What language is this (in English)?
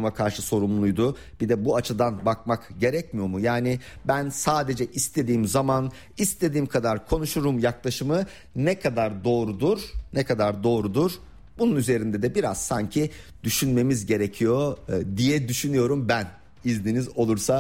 Turkish